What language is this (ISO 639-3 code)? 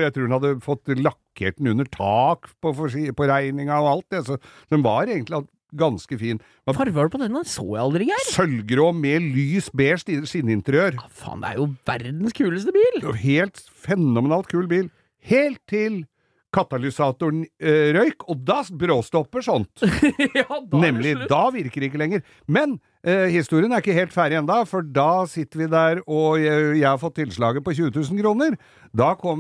nor